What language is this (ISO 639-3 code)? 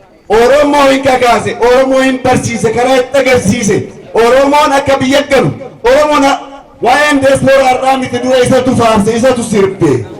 orm